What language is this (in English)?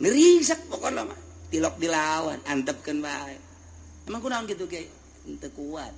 Sundanese